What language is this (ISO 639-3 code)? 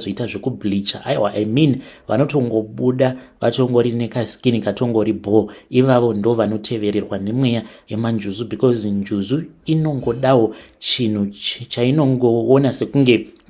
sna